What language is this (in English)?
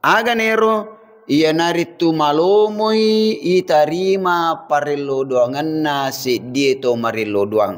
Buginese